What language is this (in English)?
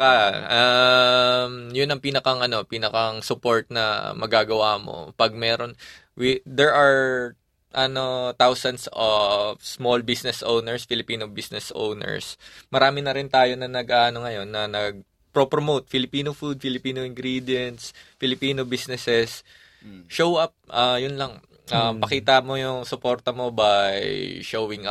Filipino